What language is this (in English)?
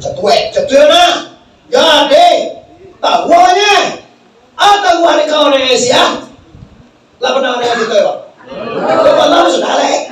Minangkabau